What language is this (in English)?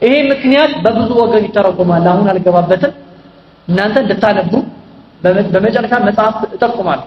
Amharic